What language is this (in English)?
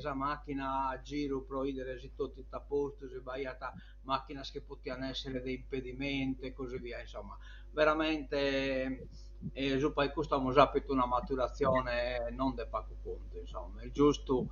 Sardinian